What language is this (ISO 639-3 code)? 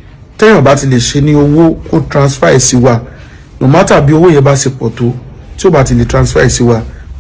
yor